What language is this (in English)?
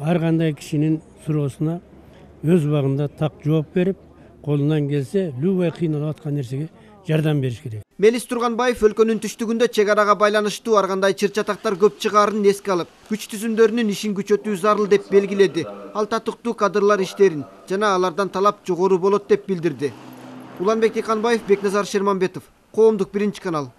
Kyrgyz